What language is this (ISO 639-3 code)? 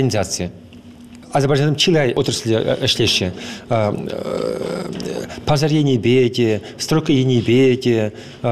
chv